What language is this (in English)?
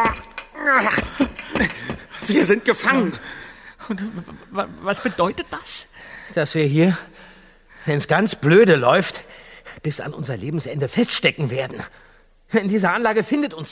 German